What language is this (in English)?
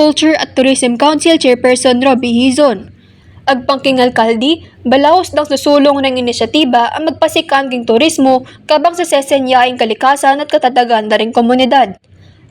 Pampanga